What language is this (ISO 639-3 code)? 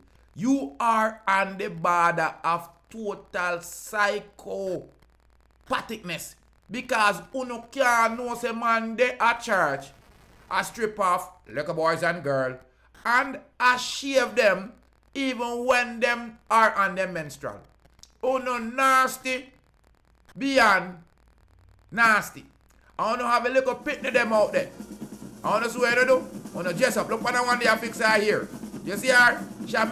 jam